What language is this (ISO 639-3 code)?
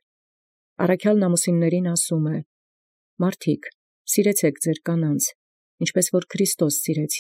hye